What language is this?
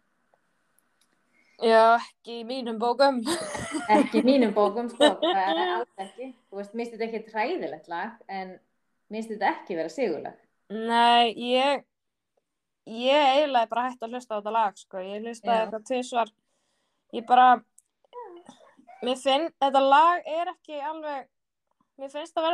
Icelandic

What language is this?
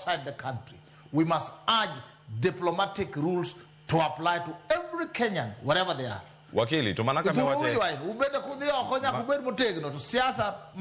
Luo (Kenya and Tanzania)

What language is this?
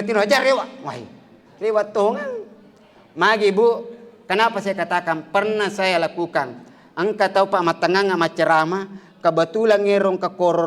Buginese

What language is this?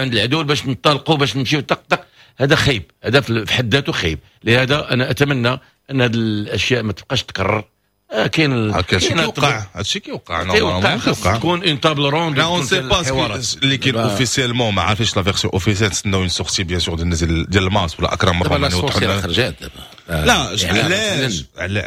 Moroccan Arabic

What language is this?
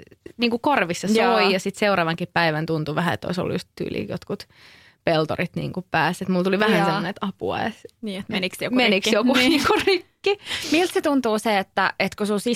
Finnish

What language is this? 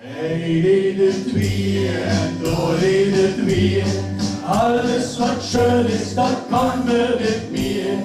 Limburgish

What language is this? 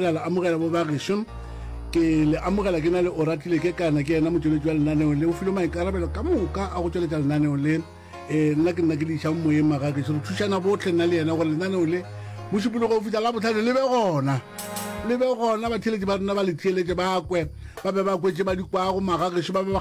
Northern Sotho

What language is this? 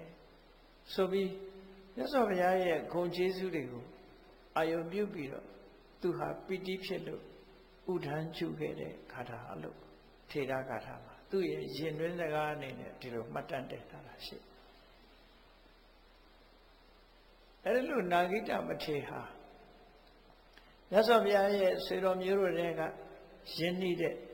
Burmese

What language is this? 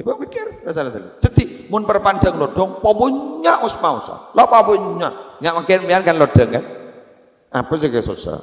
Madurese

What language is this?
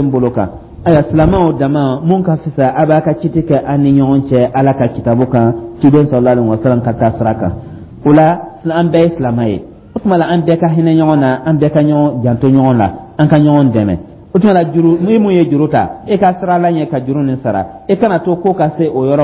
Dyula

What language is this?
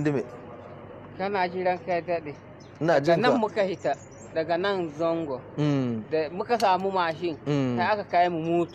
Hausa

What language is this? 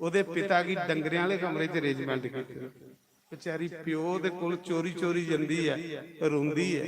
Dogri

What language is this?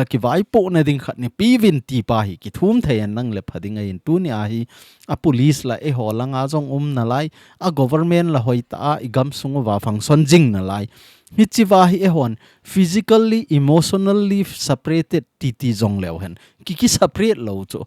Thado Chin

